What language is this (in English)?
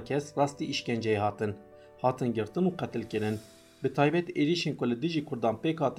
Kurdish